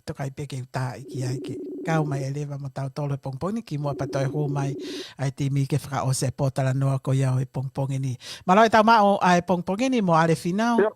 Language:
Tongan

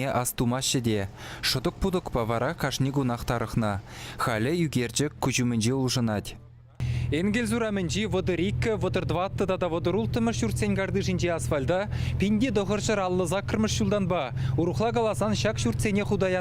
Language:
Chuvash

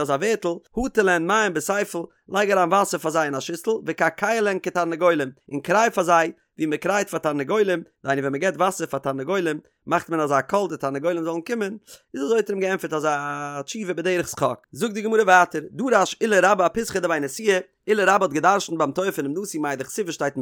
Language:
Yiddish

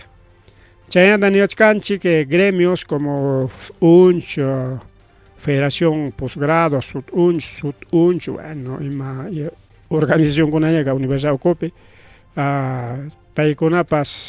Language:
Ayacucho Quechua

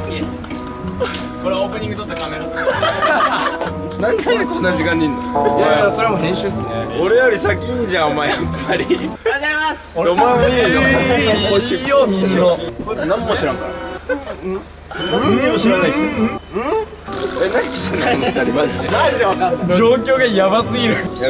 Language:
Japanese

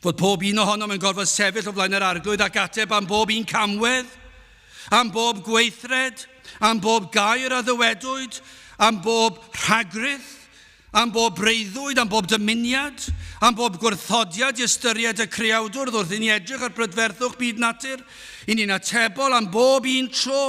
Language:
Welsh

